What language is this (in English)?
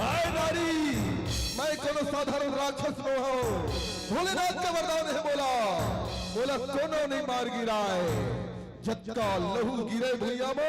Chhattisgarhi